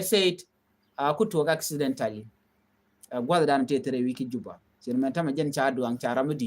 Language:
Nuer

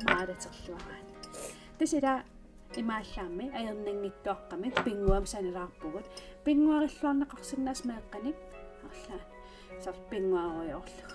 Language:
Kalaallisut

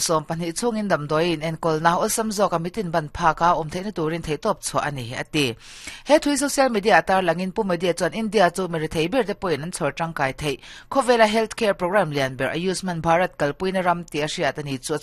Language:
Mizo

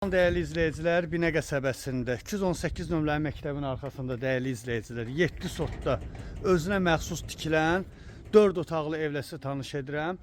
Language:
Azerbaijani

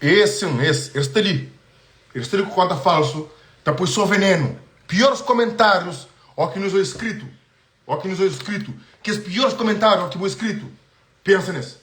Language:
Kabuverdianu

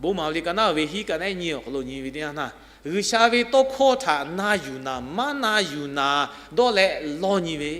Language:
Lahu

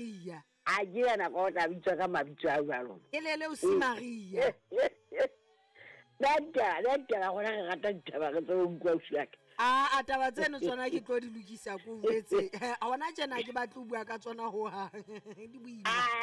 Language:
Southern Sotho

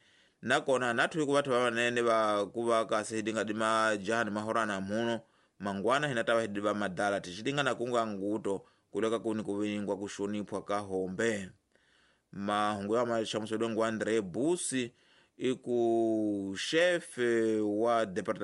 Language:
Tsonga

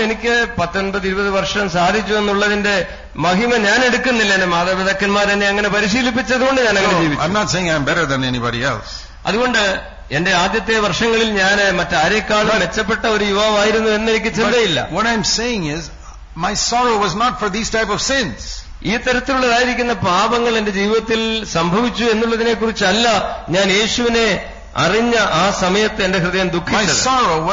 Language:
Malayalam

